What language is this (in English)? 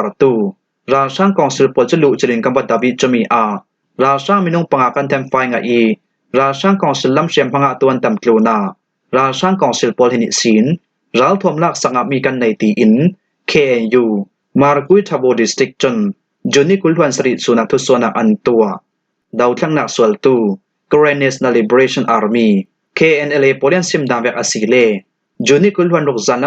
Falam Chin